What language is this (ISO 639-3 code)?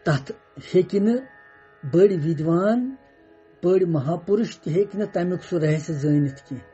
kas